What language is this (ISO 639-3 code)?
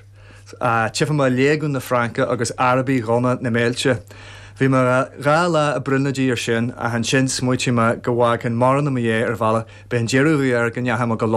gle